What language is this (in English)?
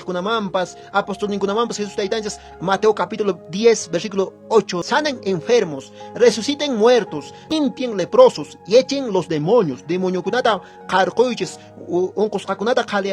Quechua